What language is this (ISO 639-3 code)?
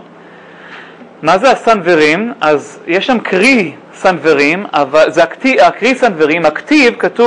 heb